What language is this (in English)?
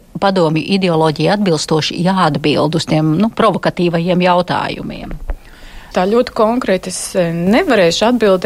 Latvian